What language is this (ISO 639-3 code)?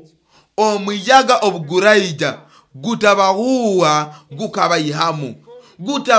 nyo